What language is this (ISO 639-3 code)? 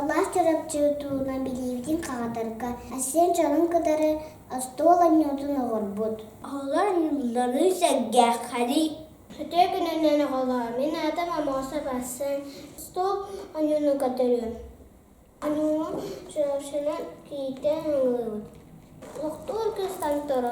sah